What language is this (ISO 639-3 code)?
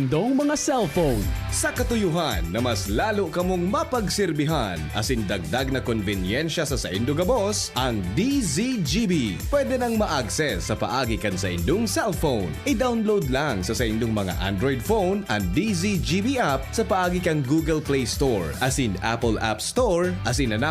bik